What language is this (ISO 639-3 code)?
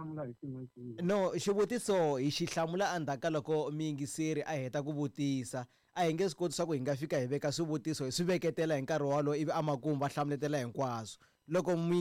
tso